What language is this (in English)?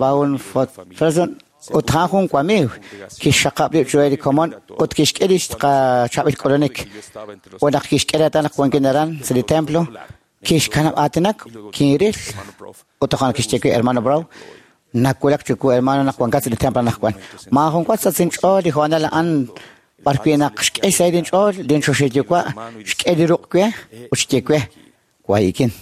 Kekchí